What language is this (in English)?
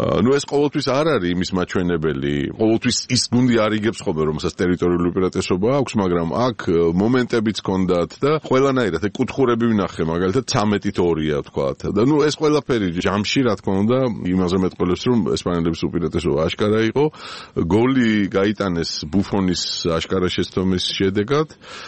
Georgian